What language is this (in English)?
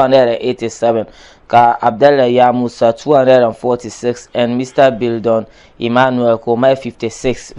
Dagbani